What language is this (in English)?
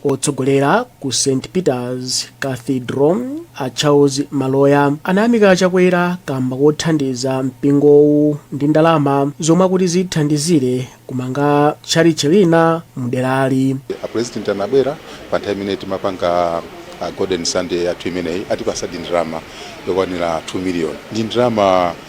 Nyanja